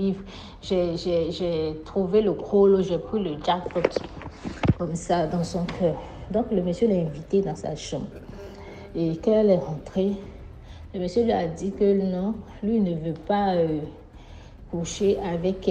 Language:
French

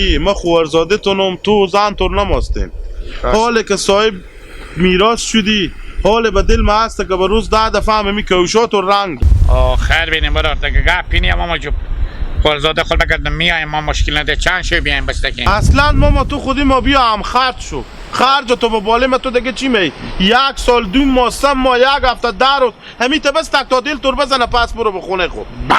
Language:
Hazaragi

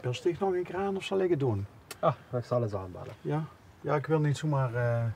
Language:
Limburgish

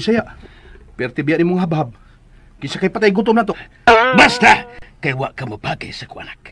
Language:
Cebuano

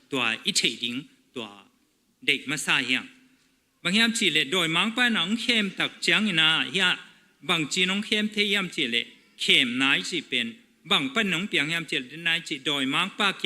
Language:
Tedim Chin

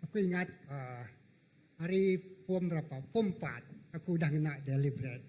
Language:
Iban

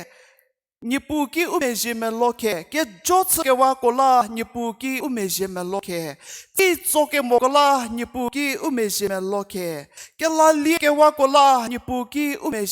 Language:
Angami Naga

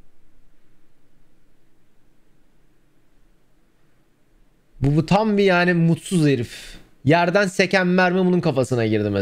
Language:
Turkish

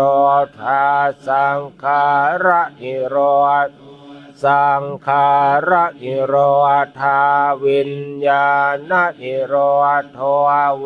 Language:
Pali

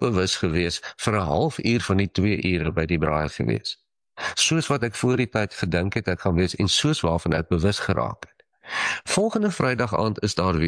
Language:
Afrikaans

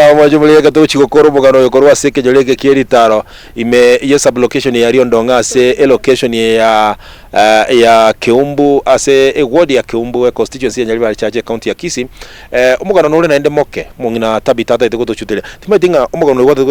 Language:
Gusii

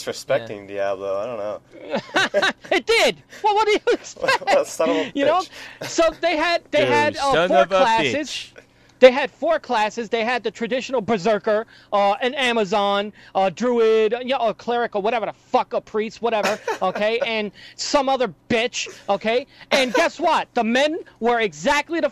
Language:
English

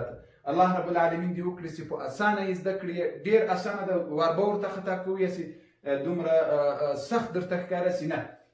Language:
Pashto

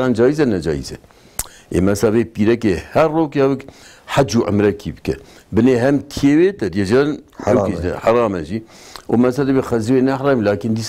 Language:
Kurdish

